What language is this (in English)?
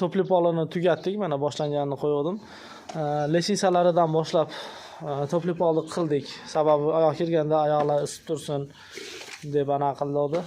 Uzbek